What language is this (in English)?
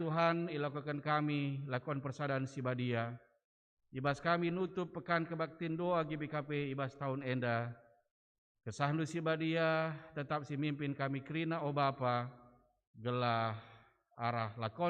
Batak Karo